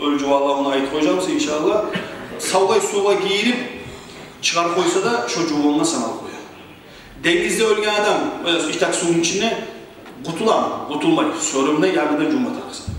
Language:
Kumyk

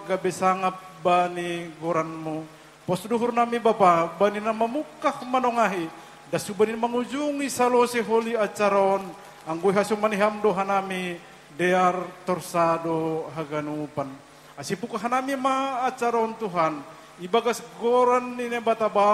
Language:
Batak Simalungun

